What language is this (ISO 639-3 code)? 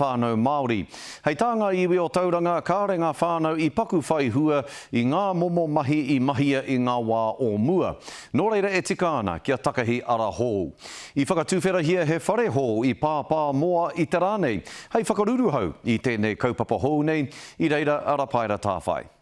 mri